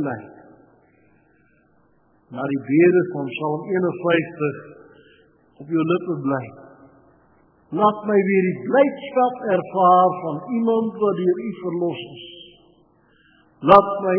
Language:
Afrikaans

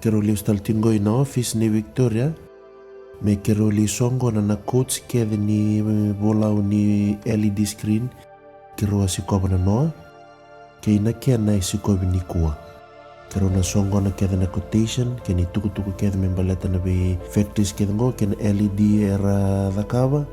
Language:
Fijian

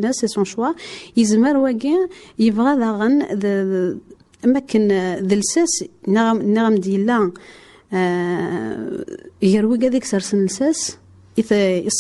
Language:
Kabyle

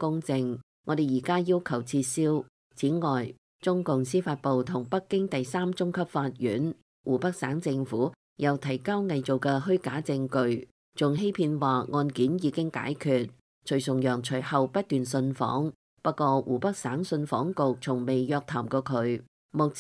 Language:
Cantonese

